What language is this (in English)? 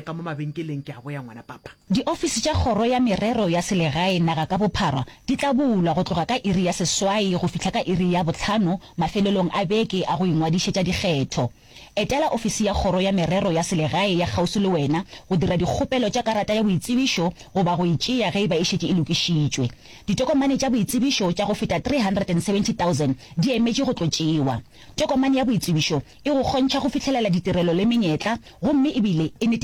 Northern Sotho